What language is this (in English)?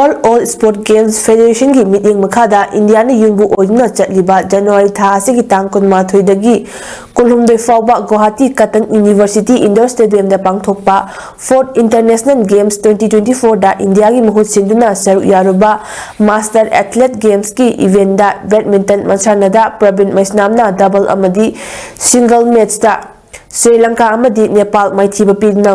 Manipuri